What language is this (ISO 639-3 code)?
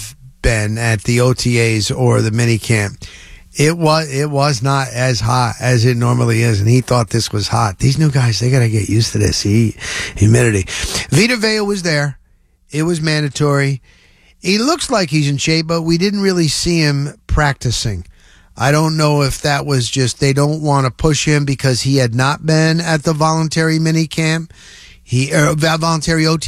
eng